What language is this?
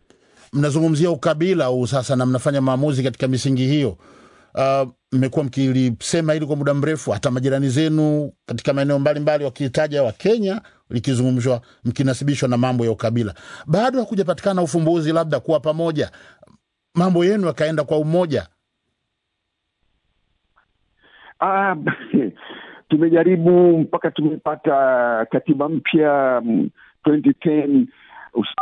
Swahili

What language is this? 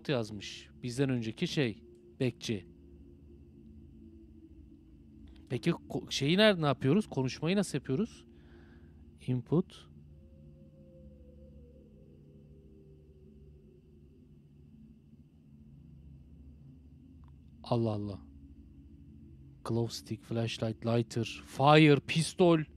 Turkish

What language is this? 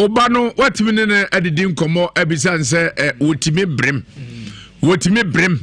Akan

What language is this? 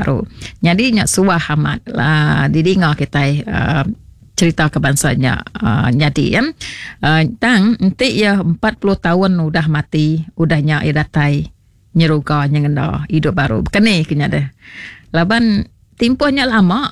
Iban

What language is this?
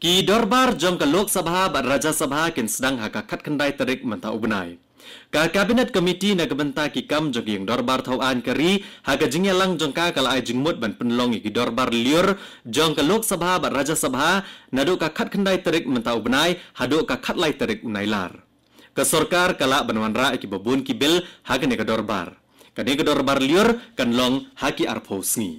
Khasi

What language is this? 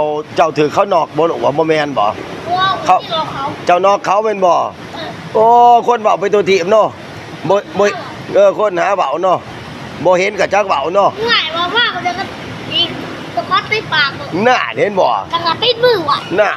Lao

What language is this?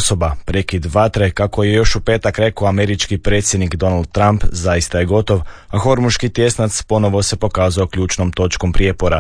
Croatian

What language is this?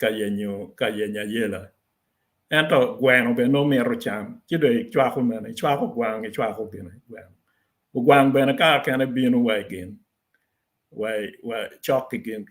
Acoli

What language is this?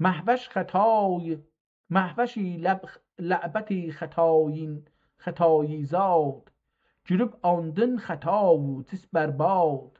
South Azerbaijani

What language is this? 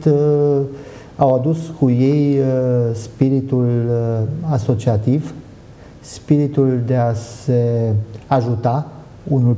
Romanian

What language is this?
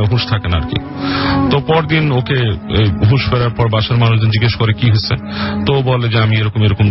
Bangla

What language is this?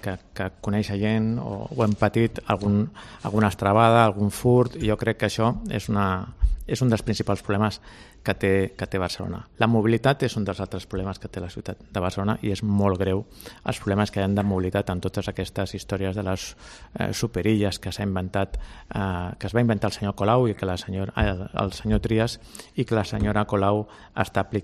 Catalan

